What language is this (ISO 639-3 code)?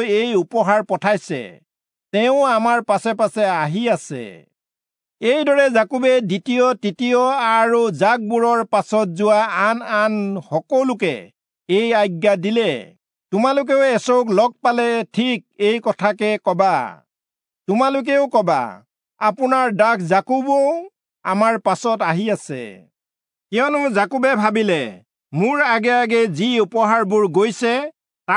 asm